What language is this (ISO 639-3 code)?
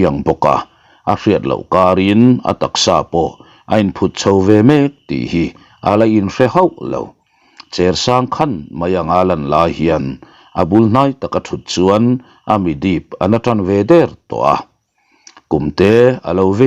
lus